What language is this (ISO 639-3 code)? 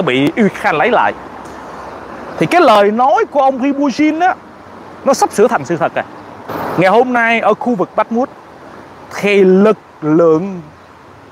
vie